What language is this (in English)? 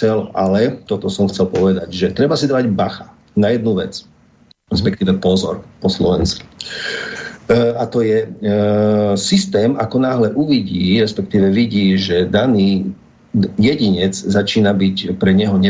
Slovak